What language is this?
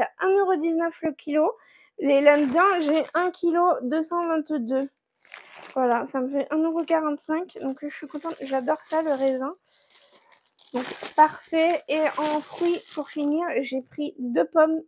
French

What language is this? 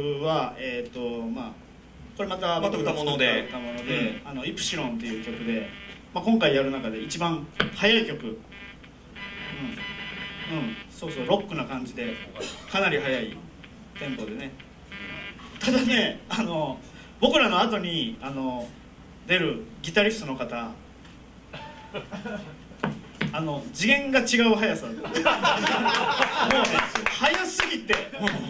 Japanese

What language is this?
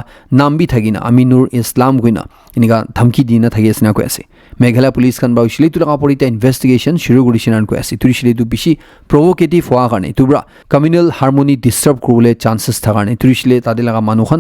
Naga Pidgin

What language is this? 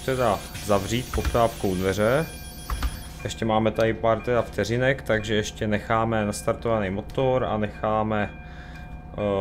Czech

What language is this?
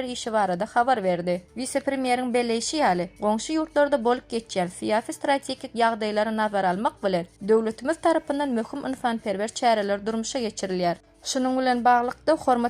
Turkmen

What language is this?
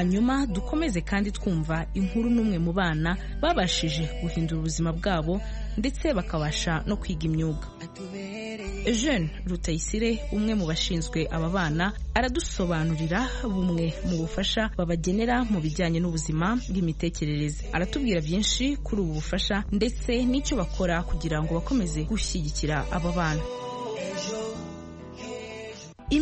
Kinyarwanda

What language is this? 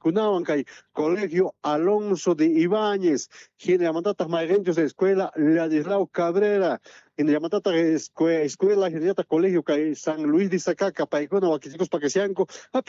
South Bolivian Quechua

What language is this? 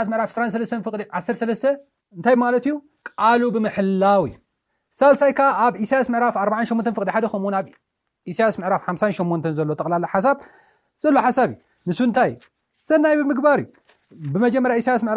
Tigrinya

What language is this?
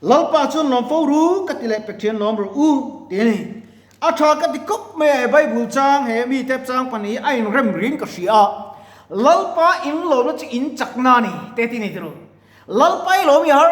Mizo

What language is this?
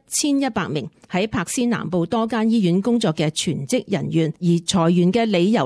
Cantonese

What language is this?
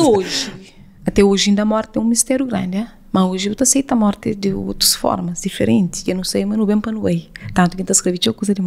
Kabuverdianu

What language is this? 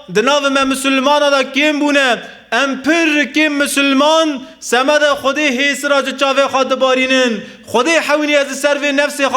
Kurdish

